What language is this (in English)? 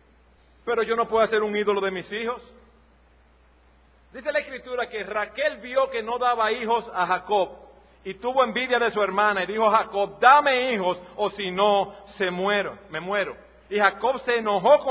Spanish